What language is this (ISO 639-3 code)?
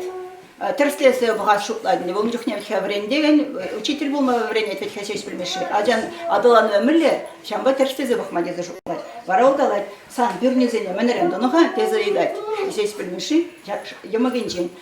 chv